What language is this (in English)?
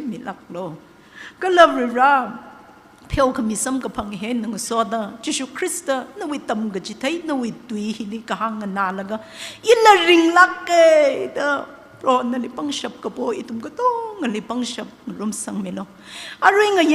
Tangkhul Naga (India)